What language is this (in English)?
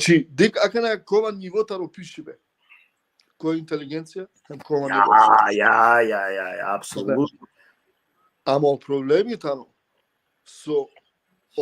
Balkan Romani